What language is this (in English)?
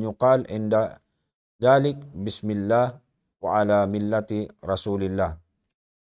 Tausug